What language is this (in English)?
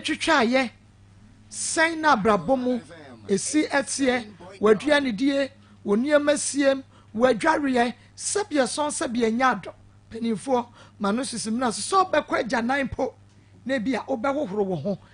Akan